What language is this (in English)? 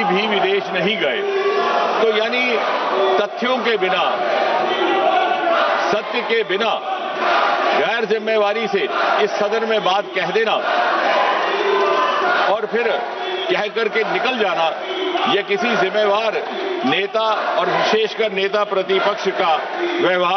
Hindi